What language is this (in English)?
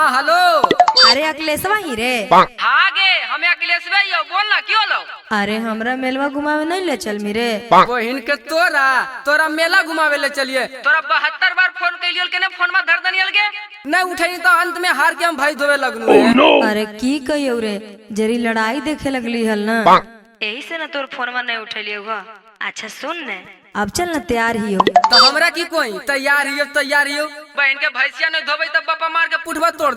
Magahi